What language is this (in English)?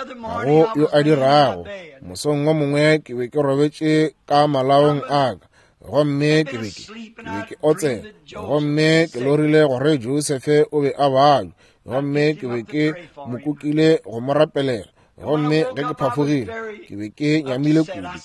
Northern Sotho